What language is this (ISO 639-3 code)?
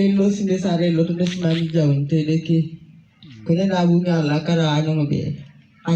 teo